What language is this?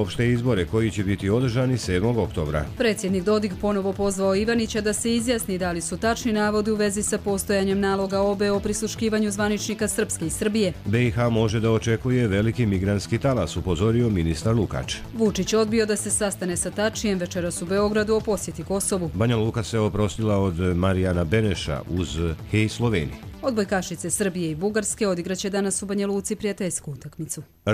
Croatian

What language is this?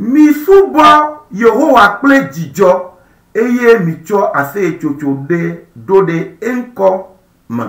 Ewe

